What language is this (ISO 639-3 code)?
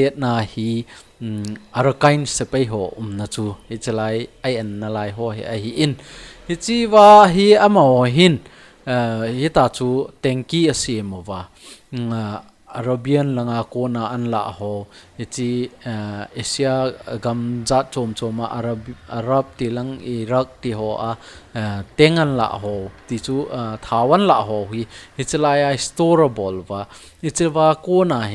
tcz